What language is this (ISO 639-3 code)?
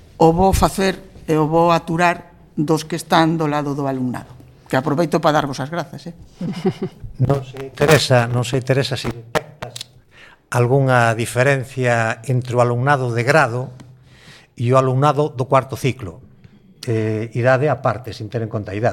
glg